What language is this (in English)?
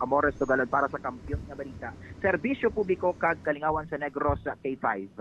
Hiligaynon